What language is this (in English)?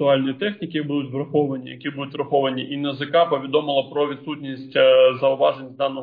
Ukrainian